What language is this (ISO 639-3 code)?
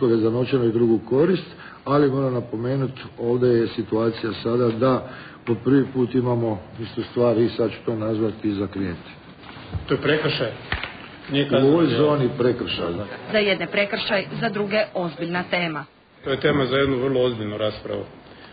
hrv